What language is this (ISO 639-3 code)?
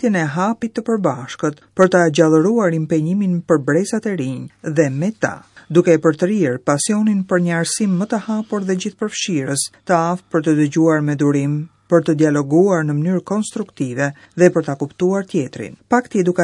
sqi